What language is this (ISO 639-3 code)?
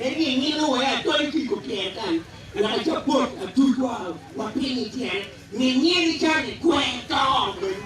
ach